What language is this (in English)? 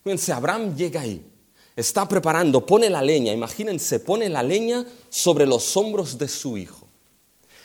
Spanish